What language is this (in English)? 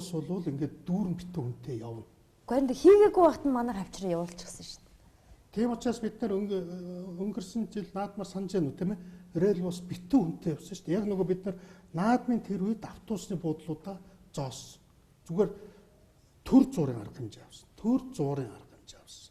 Mongolian